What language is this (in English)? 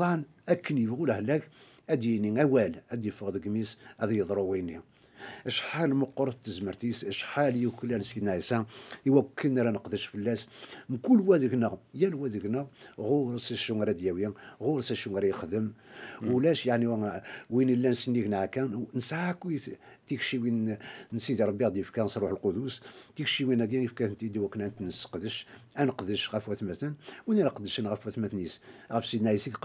Kabyle